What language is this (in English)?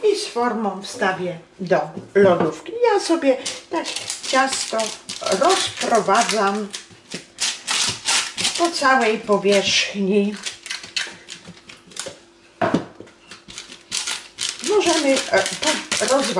Polish